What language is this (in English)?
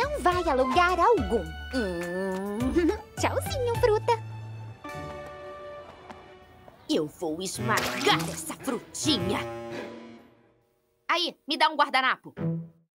Portuguese